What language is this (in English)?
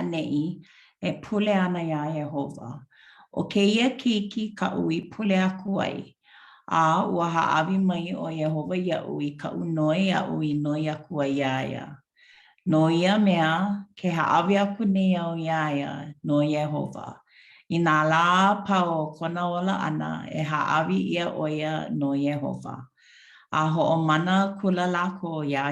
Hawaiian